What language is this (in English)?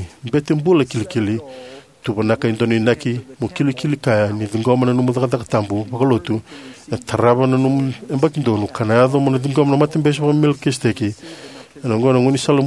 Fijian